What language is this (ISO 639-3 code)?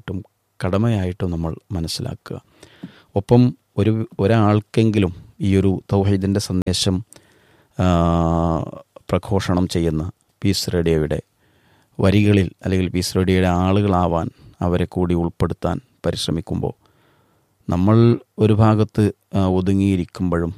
mal